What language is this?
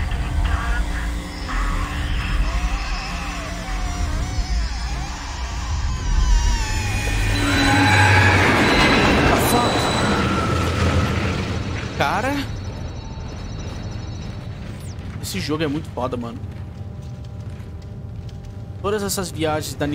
Portuguese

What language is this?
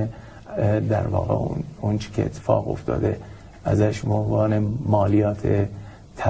Persian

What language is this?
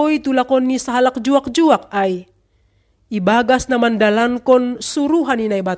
Batak Simalungun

